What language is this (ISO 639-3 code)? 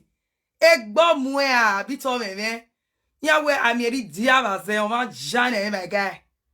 pcm